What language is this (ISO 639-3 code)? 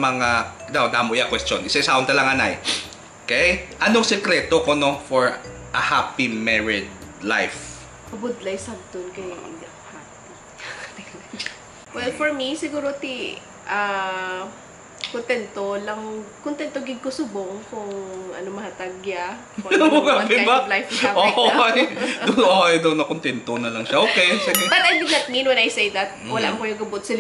hil